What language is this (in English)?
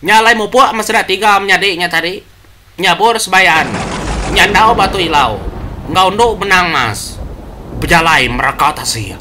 Iban